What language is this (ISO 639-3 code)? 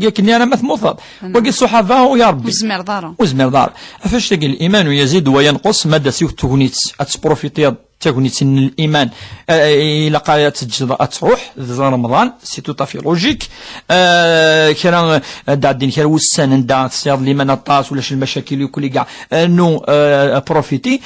kab